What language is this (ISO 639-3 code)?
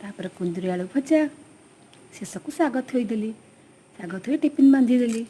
ori